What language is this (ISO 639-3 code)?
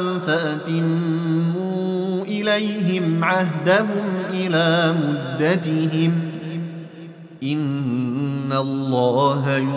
ara